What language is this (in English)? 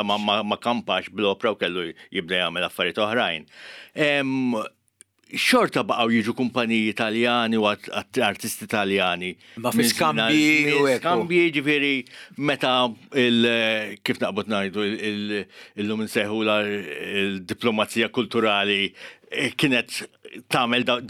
Maltese